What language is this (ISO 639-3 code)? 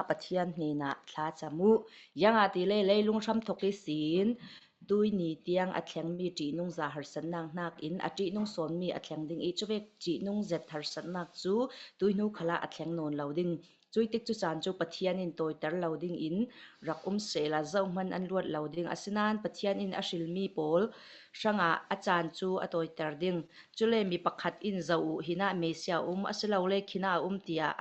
cfm